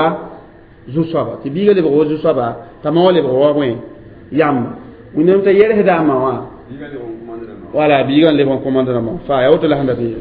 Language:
Mossi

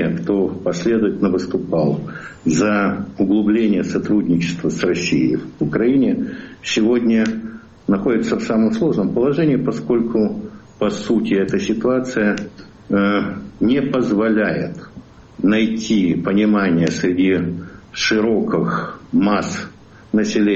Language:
Russian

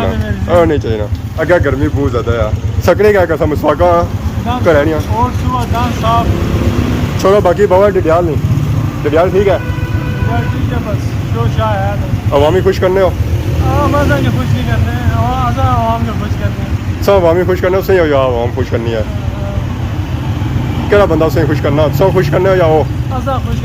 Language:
Pahari-Potwari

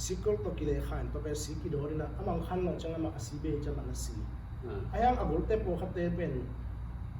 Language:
Tedim Chin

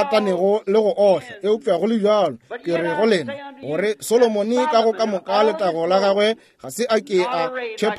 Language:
Northern Sotho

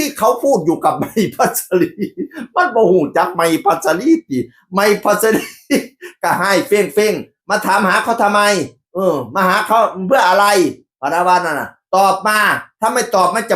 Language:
Northeastern Thai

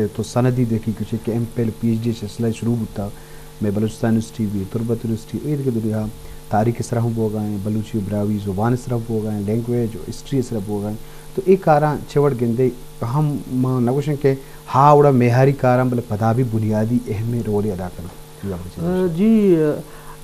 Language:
Baluchi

